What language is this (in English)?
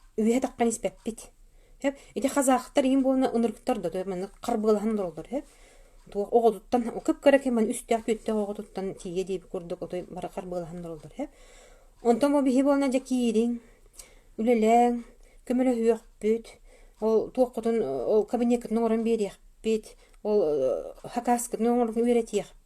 Yakut